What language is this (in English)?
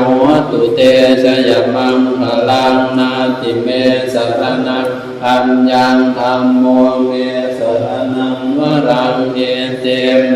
Pali